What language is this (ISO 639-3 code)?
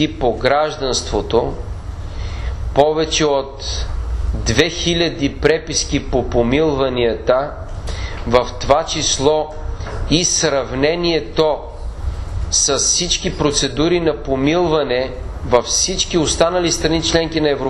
bul